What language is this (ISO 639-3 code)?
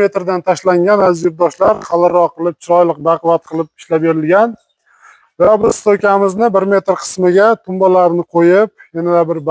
uzb